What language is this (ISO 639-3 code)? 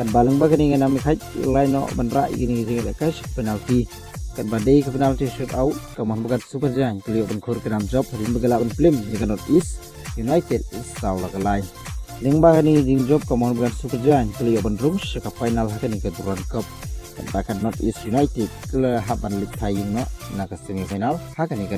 kha